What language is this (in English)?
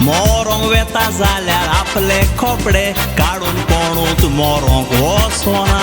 Konkani